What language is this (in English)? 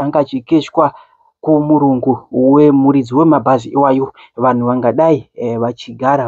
Shona